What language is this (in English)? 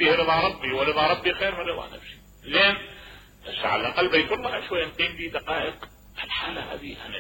Mesopotamian Arabic